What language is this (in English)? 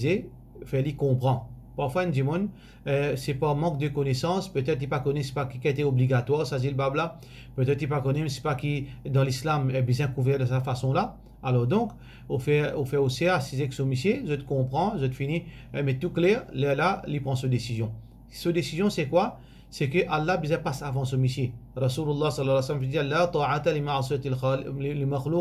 Morisyen